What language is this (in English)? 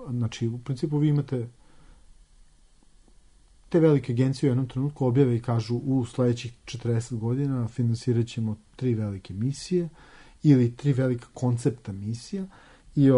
Serbian